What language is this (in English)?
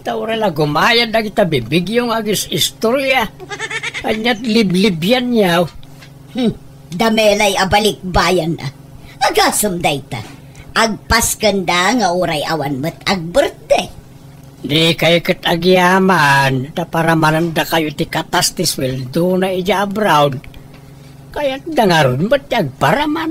Iloko